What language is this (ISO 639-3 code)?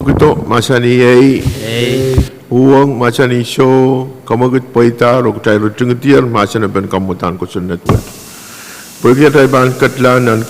pon